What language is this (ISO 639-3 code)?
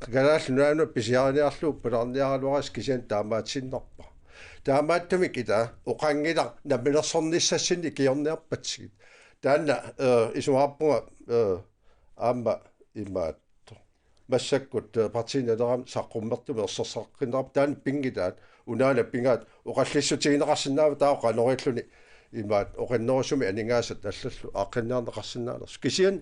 kal